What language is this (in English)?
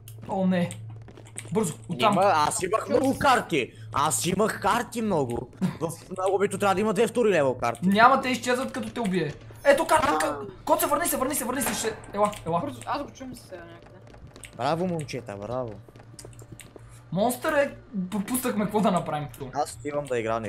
Bulgarian